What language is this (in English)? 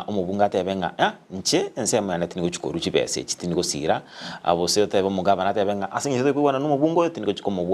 Gusii